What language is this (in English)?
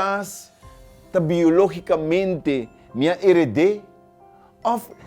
Papiamento